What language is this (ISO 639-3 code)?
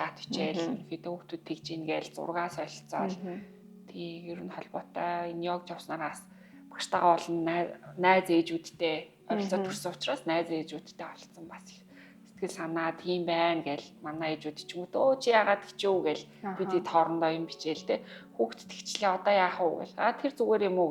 mon